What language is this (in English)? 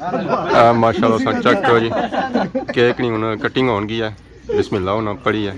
Pahari-Potwari